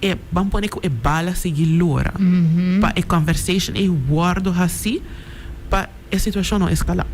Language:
Papiamento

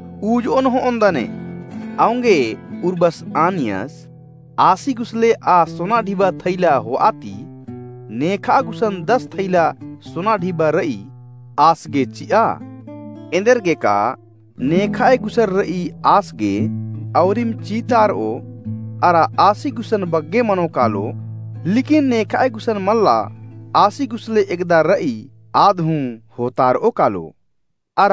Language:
Kurukh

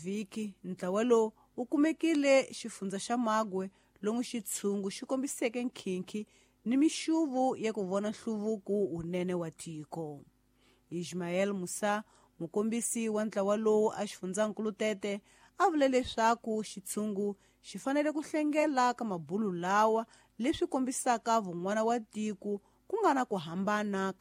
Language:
Tsonga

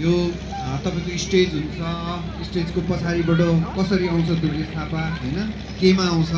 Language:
Nepali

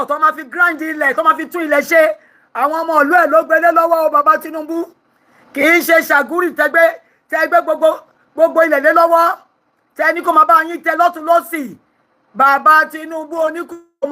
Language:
Yoruba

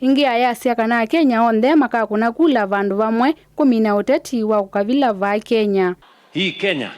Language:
Kamba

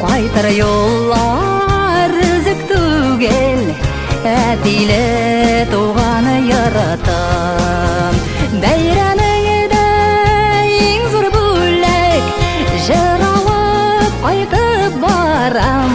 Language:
Bashkir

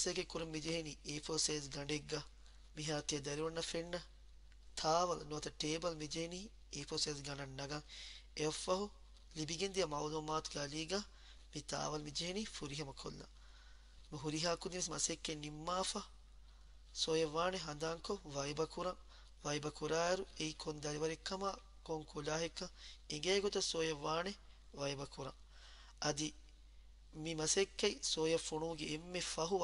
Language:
Divehi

